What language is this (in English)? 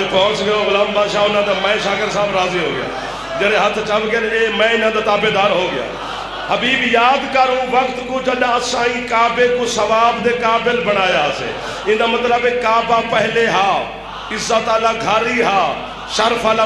Saraiki